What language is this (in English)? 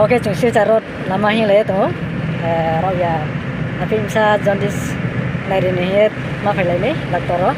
Riang (India)